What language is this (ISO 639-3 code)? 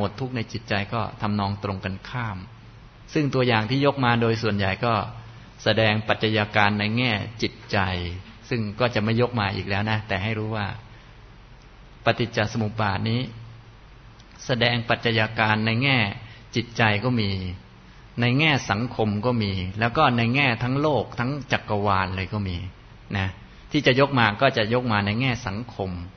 tha